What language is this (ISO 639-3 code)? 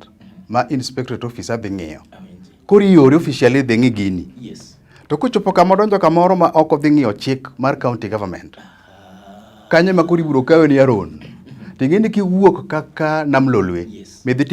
luo